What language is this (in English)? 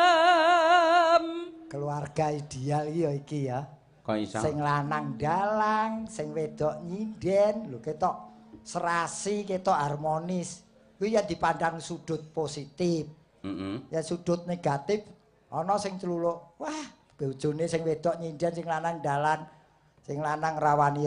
Javanese